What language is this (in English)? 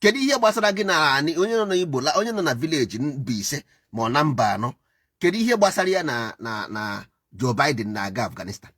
Igbo